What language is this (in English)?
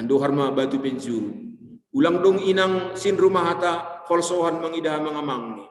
Batak Simalungun